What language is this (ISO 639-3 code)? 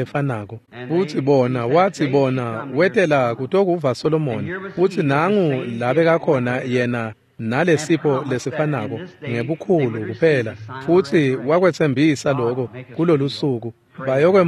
ssw